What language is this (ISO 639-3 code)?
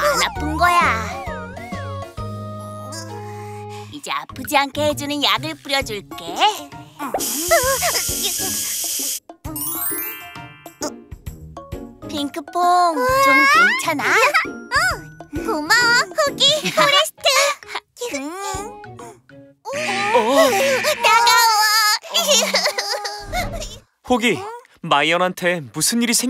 kor